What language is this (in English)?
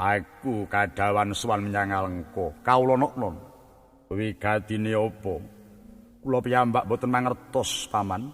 Javanese